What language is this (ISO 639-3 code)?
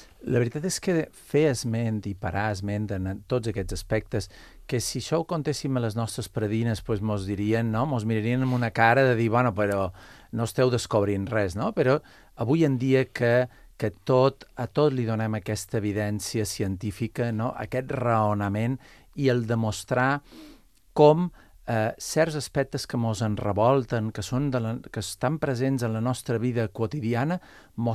cat